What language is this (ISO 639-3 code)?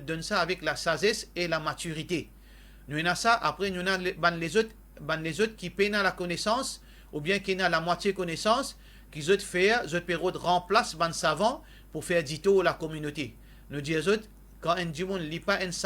mfe